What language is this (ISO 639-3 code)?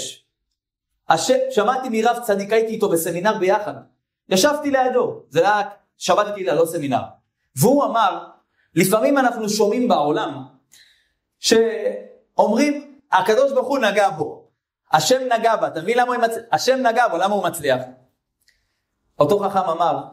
heb